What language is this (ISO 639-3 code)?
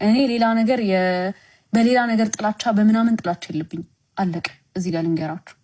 amh